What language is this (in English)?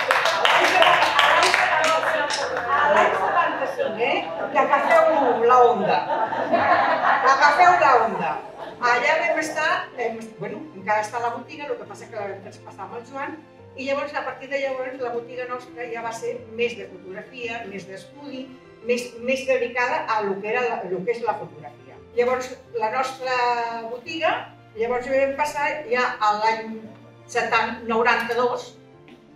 Catalan